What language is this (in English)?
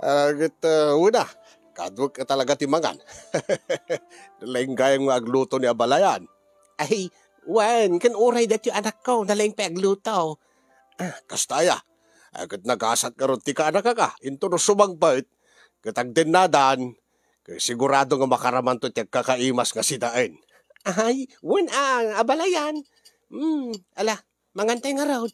Iloko